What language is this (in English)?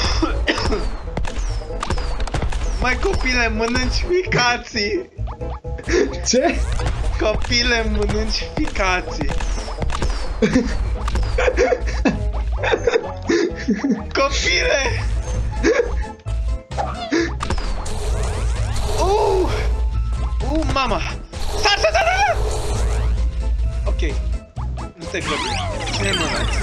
Romanian